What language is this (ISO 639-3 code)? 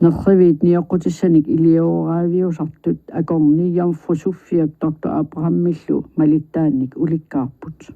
kal